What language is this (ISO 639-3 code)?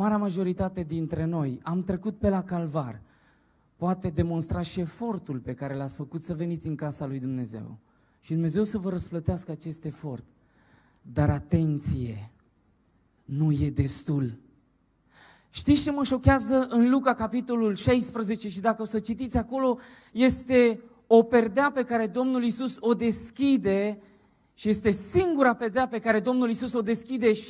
ron